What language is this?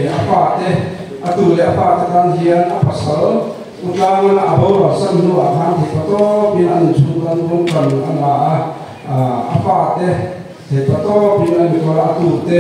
Mizo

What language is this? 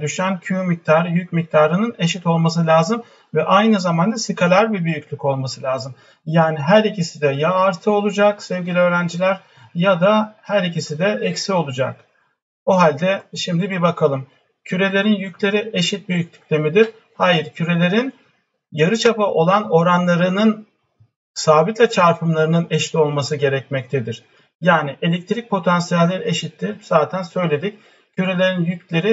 Turkish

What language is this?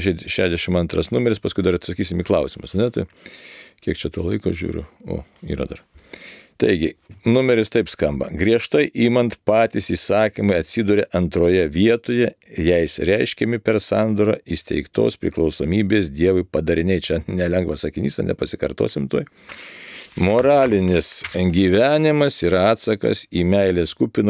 Lithuanian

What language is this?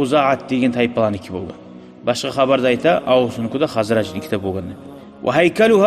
Kumyk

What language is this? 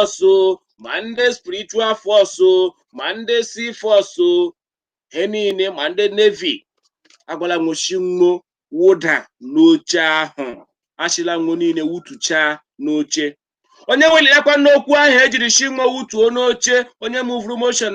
Igbo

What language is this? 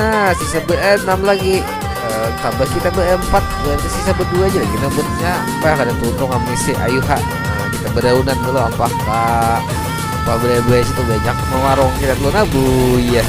Banjar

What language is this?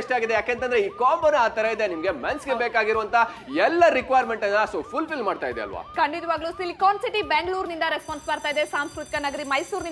Kannada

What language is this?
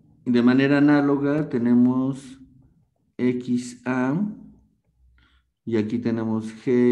Spanish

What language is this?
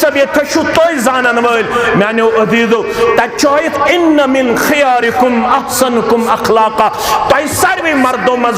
Kashmiri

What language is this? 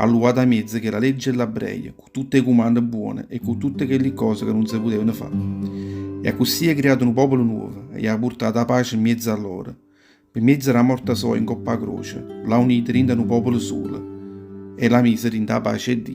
Neapolitan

